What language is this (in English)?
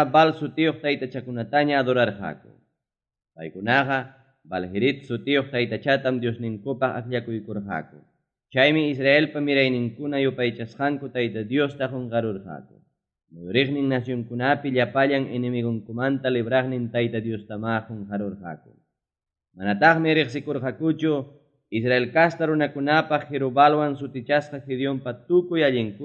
Ayacucho Quechua